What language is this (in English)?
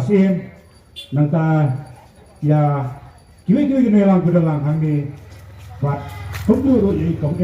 Khasi